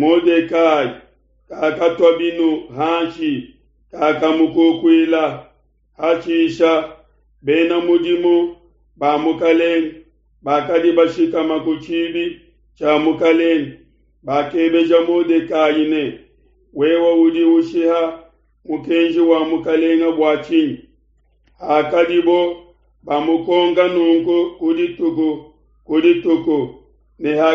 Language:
Luba-Lulua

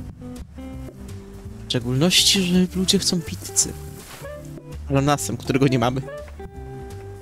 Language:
Polish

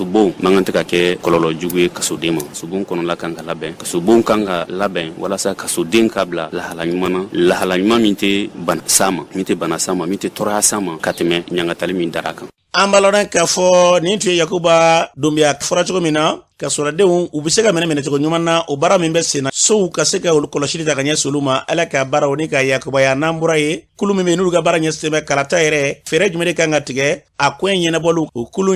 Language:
Bambara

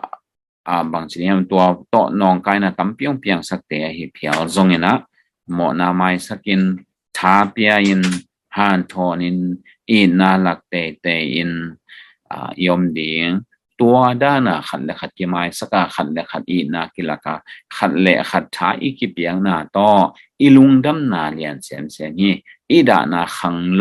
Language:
Tedim Chin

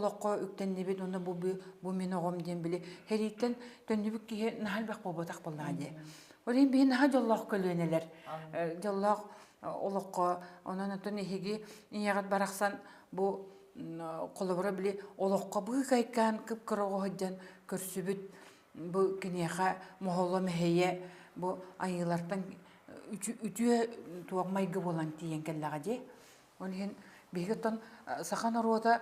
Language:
Yakut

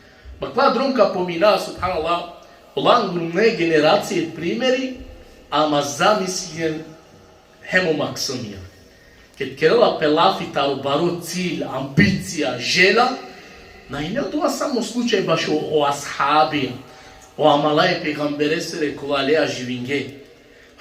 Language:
Balkan Romani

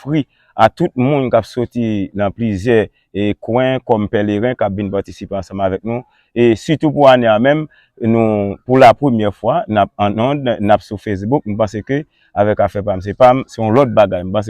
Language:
Haitian Creole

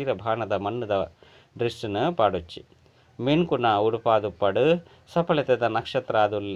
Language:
Tulu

